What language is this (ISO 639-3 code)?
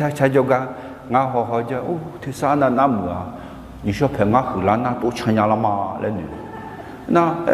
ahk